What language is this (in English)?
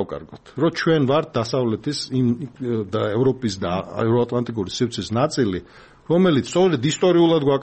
Georgian